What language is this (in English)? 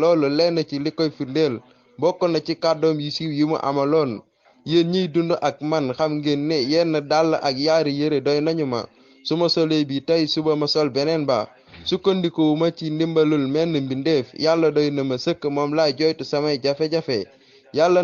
Wolof